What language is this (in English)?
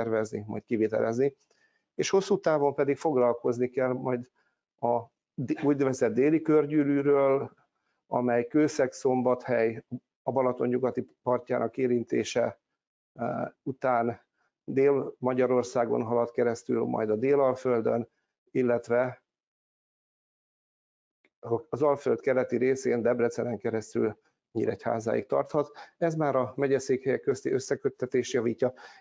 Hungarian